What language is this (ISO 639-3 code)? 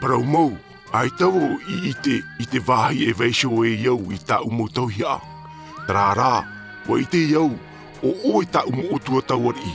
tah